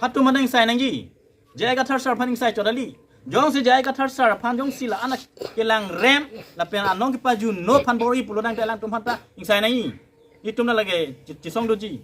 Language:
Karbi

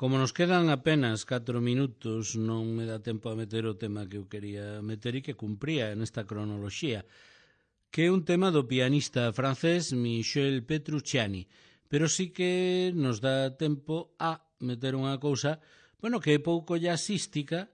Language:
Galician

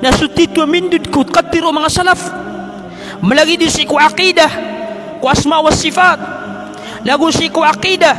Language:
Maranao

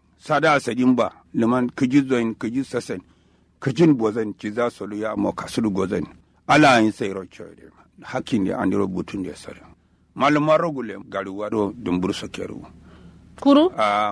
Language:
Kanuri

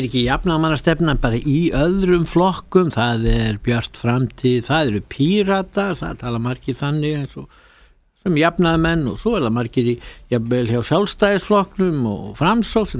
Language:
Icelandic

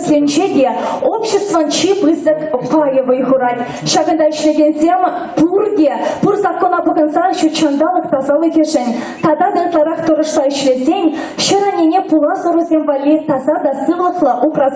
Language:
Chuvash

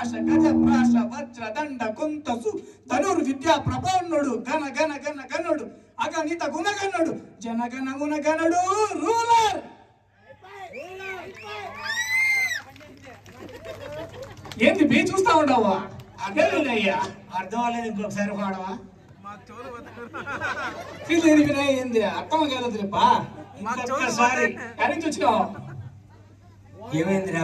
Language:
Telugu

